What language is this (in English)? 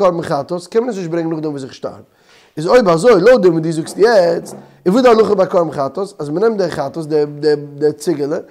Yiddish